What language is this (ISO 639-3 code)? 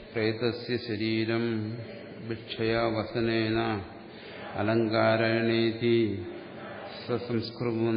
mal